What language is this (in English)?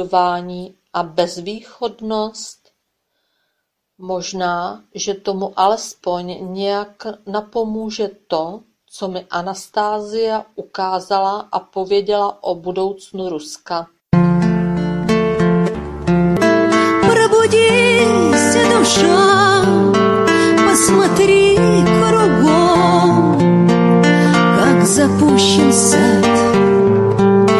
Czech